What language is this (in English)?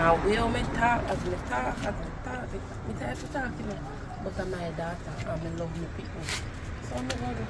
Jamaican Creole English